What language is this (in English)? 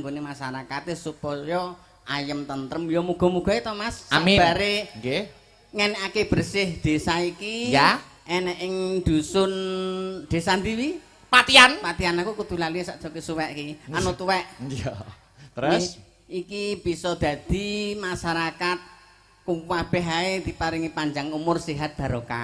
Javanese